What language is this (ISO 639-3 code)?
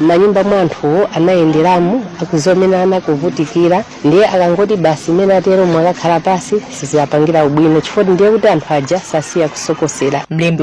nya